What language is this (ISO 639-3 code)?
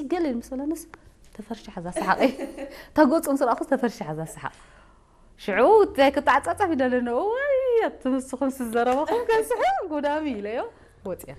tir